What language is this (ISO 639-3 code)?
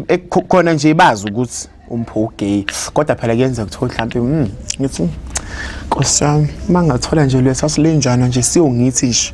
zul